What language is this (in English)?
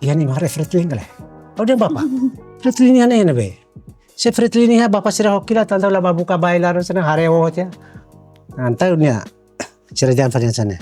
Tetum